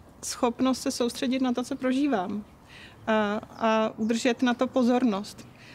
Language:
Czech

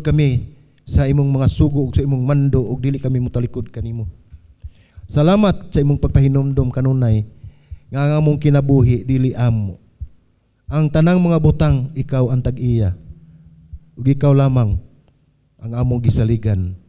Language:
Cebuano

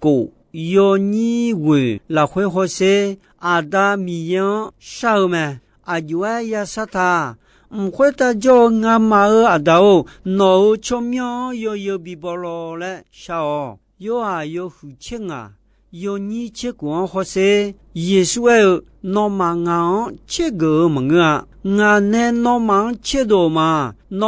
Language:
Akha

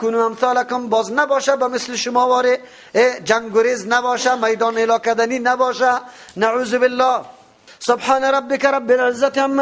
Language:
Persian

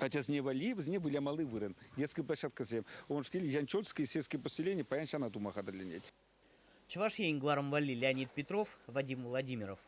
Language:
Chuvash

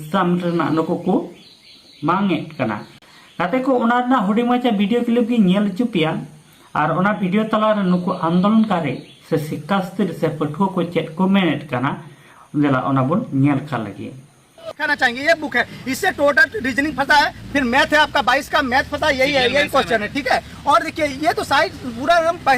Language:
Santali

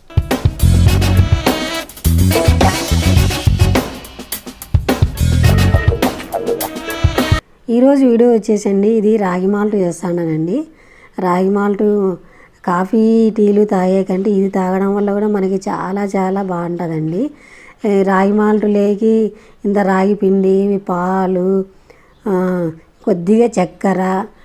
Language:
Telugu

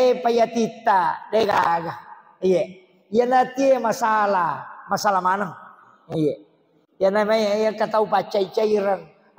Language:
Buginese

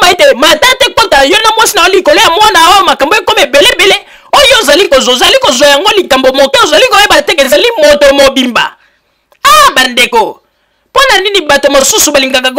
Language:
Lingala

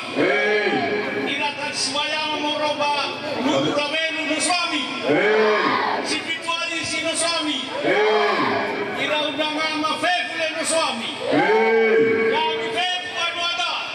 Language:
Nias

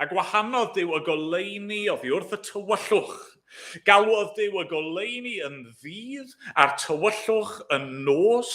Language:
Welsh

